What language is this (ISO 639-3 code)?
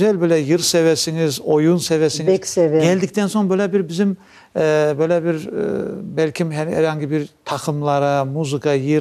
crh